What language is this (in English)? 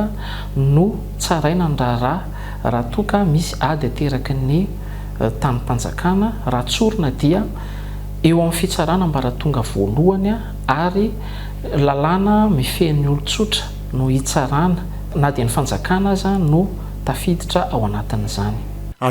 Malagasy